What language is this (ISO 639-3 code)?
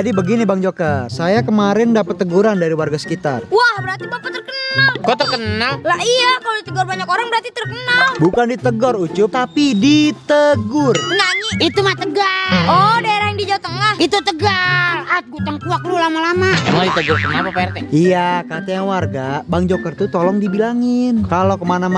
bew